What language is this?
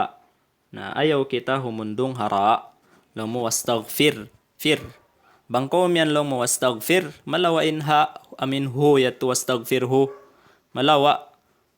Tausug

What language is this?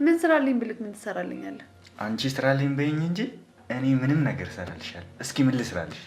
Amharic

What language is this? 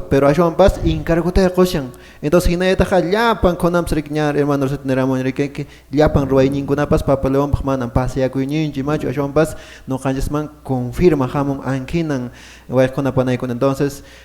Quechua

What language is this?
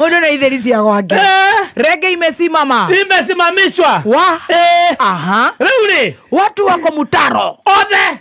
Kikuyu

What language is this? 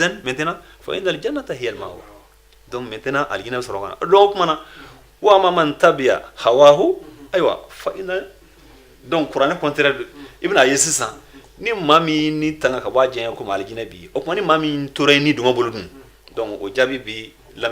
Bambara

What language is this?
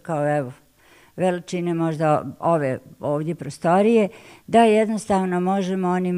Bosnian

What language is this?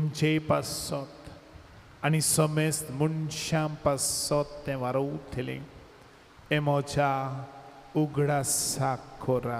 Konkani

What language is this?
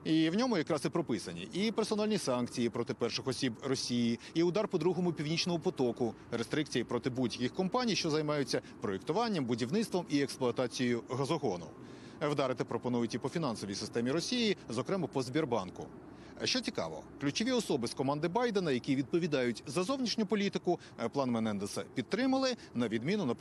Ukrainian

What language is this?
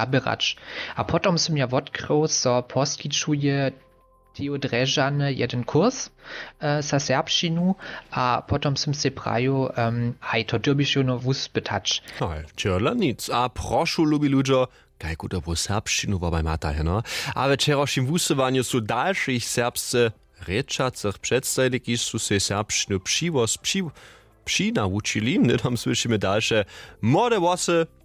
Upper Sorbian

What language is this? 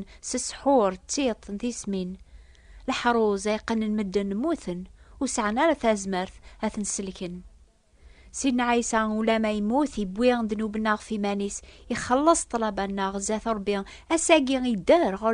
Kabyle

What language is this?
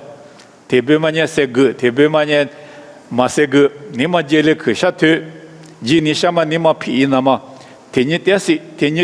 Lisu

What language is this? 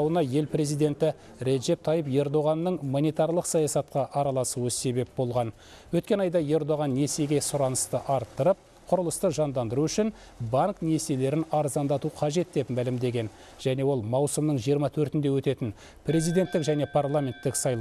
Kazakh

